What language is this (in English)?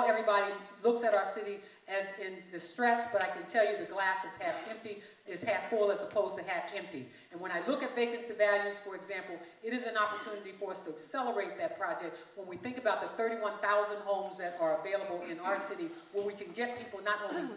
English